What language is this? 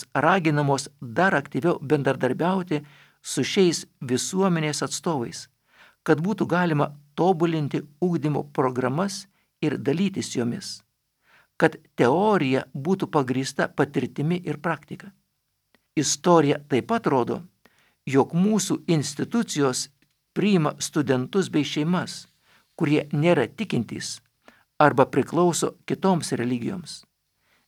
Lithuanian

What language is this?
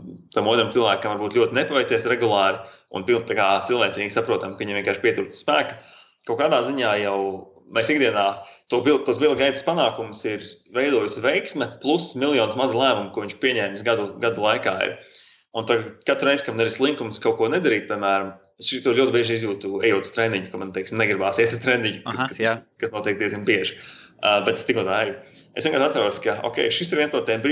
Latvian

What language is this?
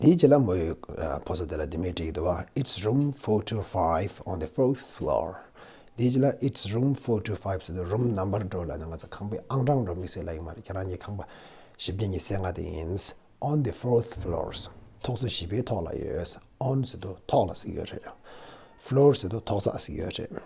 Tibetan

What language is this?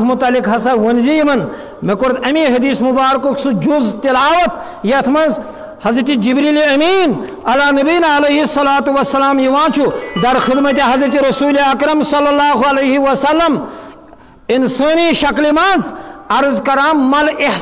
Kashmiri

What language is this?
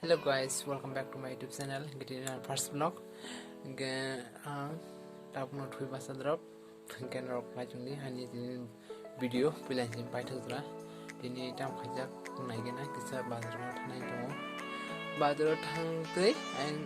Kok Borok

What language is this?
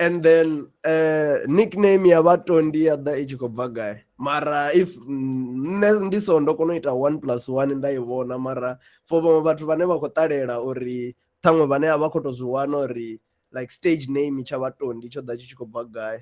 Venda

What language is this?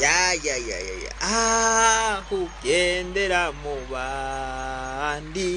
Rundi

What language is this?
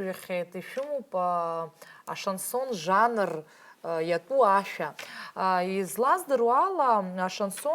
Abkhazian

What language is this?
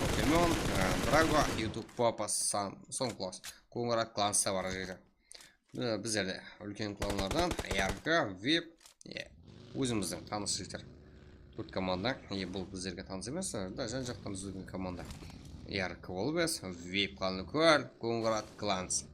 Kara-Kalpak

